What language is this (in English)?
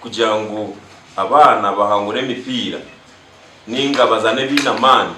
Nyankole